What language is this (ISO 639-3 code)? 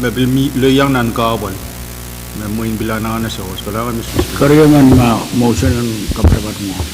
pon